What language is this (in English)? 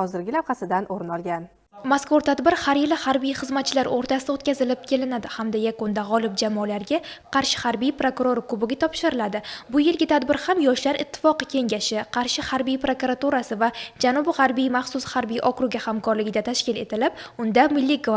Uzbek